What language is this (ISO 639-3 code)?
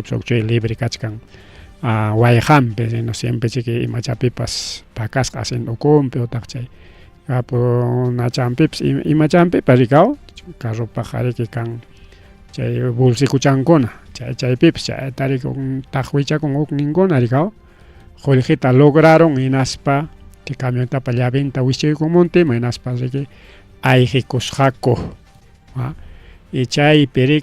quy